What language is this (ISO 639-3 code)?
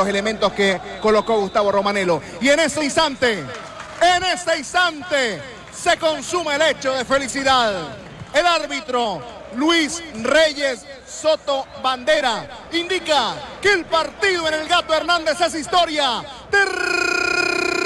spa